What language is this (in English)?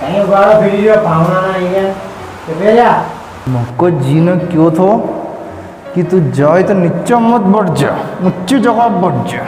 Rajasthani